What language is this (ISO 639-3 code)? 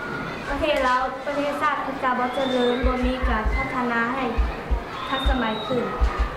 lao